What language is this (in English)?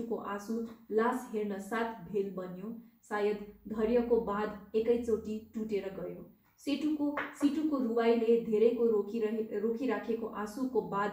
Nepali